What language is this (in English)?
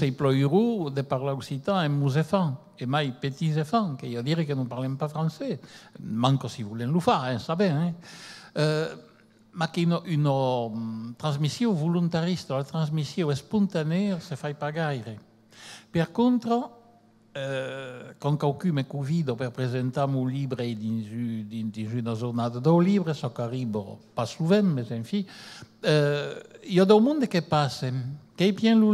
Occitan